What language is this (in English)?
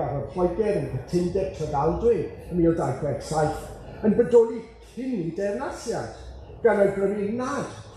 Welsh